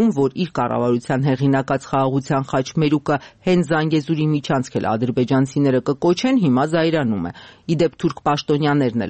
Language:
Armenian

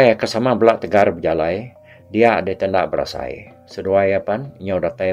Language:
Iban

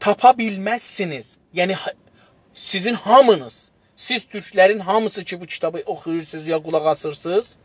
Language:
South Azerbaijani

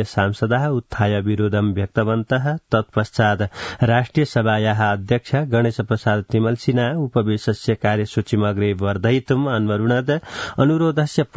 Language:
Sanskrit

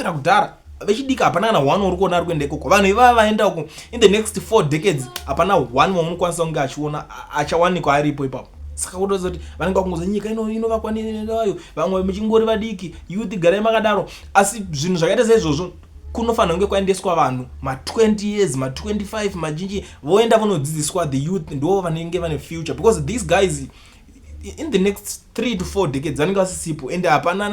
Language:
Shona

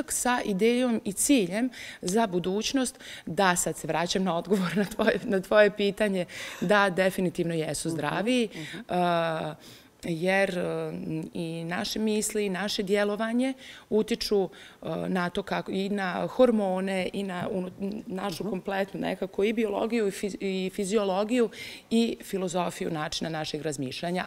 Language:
Bosnian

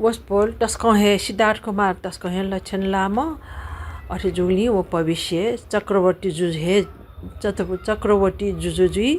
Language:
Newari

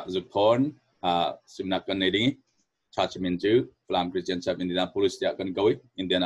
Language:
Falam Chin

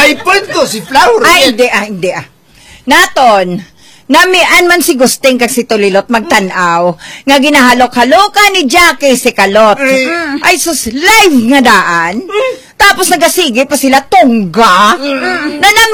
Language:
Hiligaynon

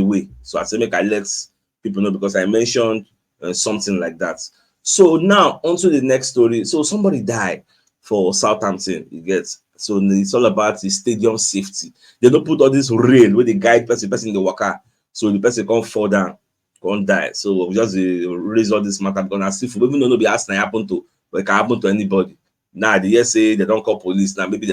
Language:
Nigerian Pidgin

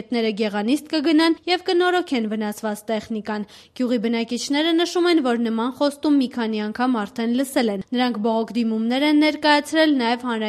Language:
Armenian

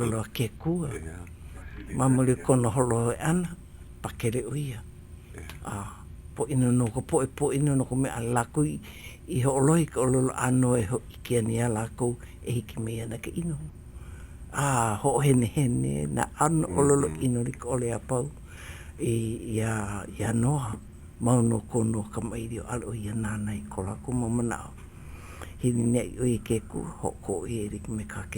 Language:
Hawaiian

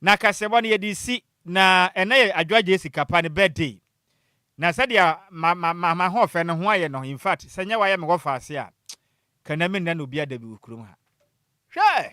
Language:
Akan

